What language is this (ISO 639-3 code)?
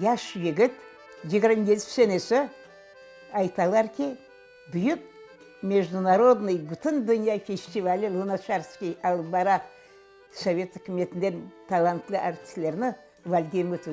crh